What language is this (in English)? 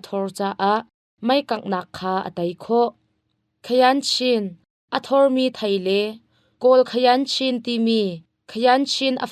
Hakha Chin